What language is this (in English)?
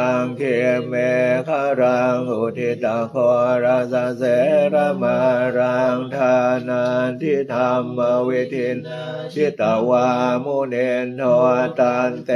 Pali